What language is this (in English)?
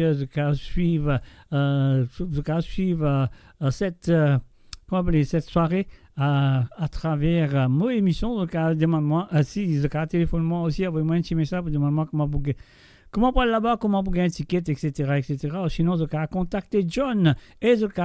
Morisyen